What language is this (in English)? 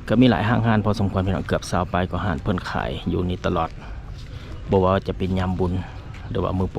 Lao